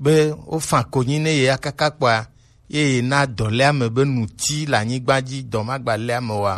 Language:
Gen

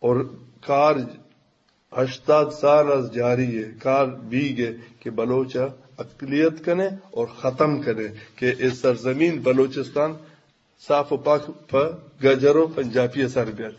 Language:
Eastern Balochi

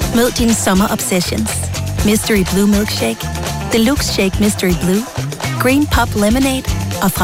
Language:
Danish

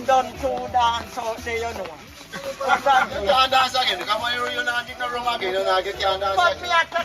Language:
Jamaican Creole English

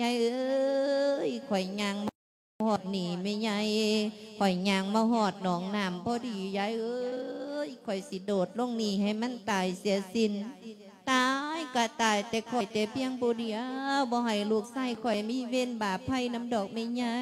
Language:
Lao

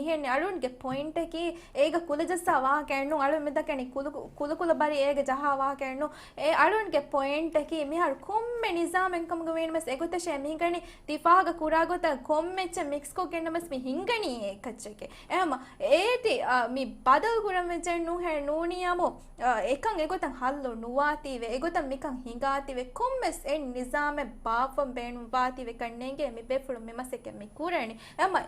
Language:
Divehi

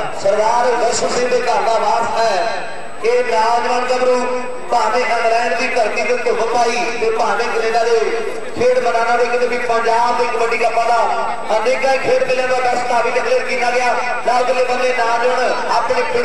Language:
Punjabi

